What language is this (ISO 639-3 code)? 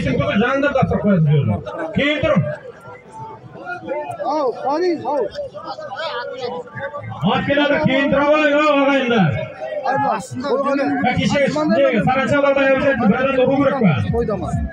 kaz